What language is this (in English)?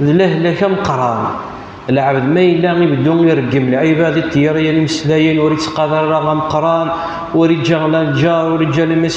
Kabyle